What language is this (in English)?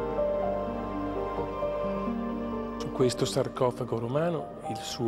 Italian